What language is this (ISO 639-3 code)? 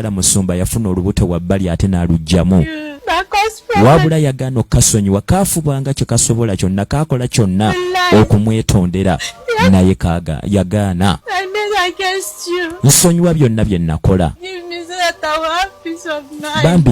lug